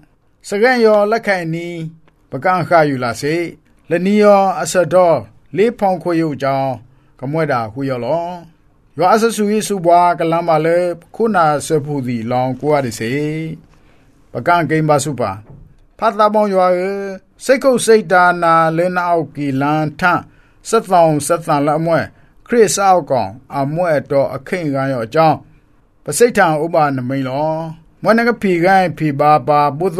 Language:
Burmese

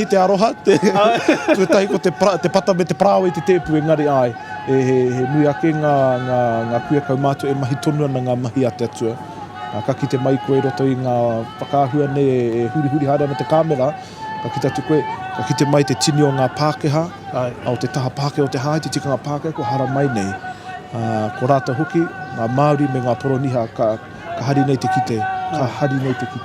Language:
Māori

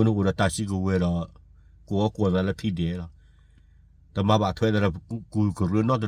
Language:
S'gaw Karen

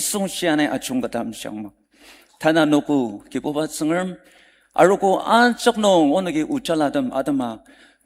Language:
Ao Naga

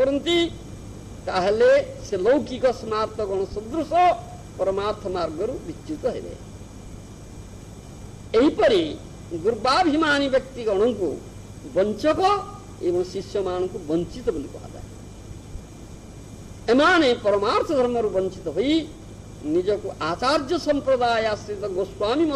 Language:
Odia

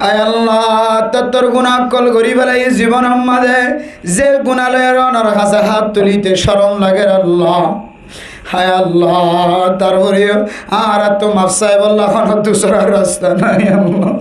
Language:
Rohingya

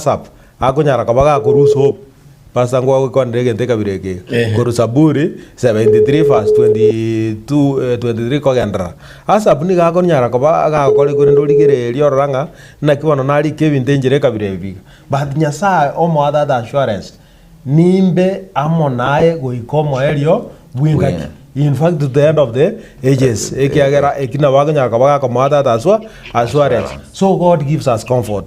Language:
Gusii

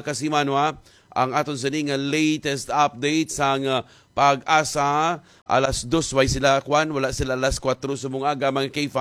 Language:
Hiligaynon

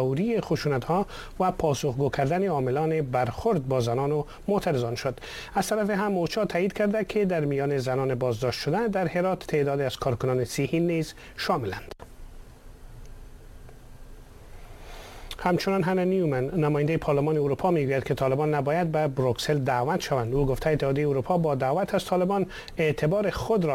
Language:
Persian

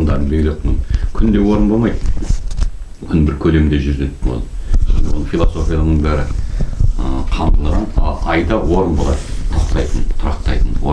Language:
Kazakh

